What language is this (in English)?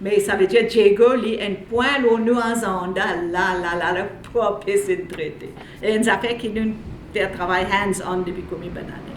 Morisyen